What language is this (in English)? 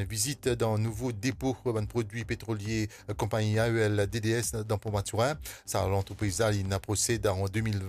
Morisyen